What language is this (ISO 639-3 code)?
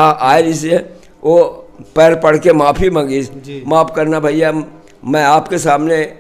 hne